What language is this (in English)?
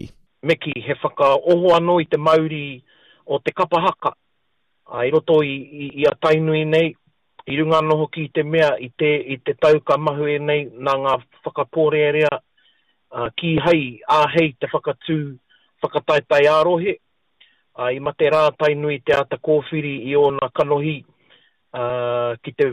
Māori